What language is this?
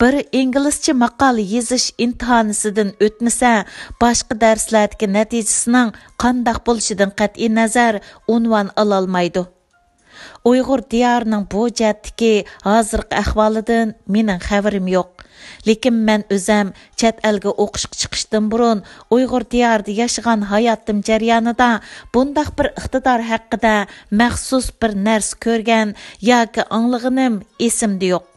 Uyghur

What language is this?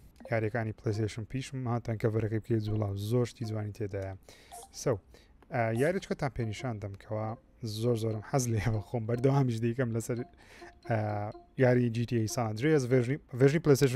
Central Kurdish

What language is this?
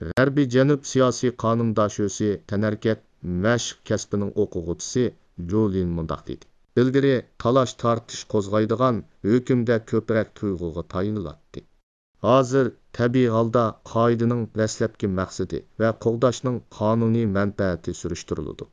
Uyghur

